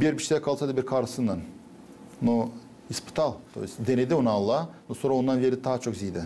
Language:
Gagauz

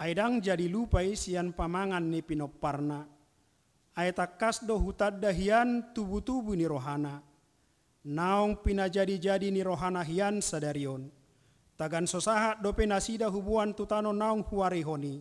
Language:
Batak Toba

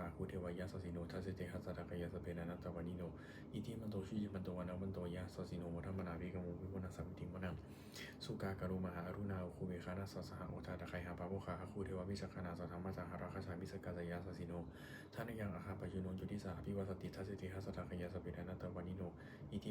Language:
Pali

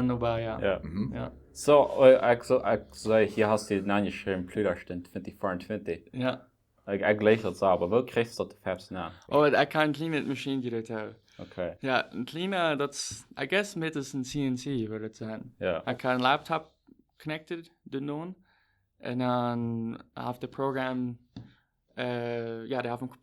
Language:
Plautdietsch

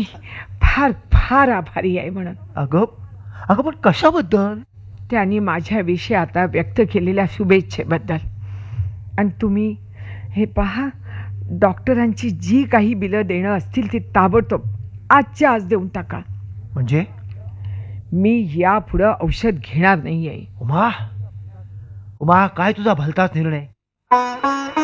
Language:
Marathi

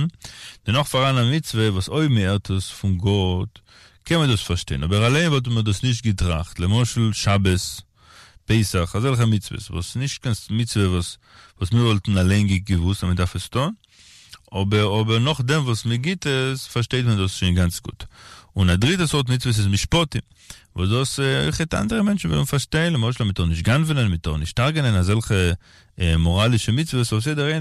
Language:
Yiddish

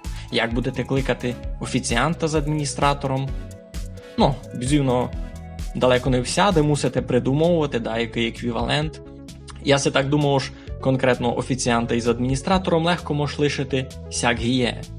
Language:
Rusyn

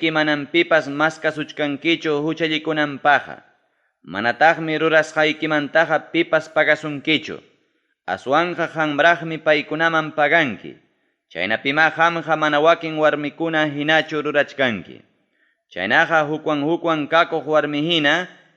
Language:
Ayacucho Quechua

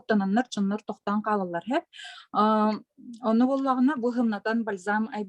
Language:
Yakut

